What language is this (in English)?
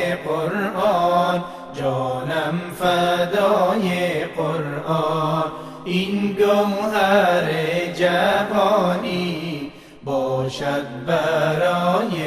Persian